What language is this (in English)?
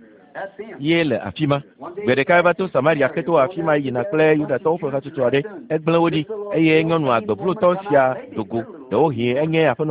Ewe